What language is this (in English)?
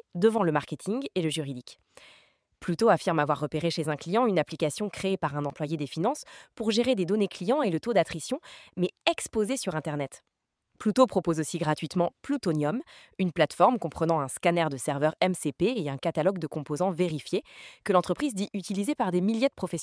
French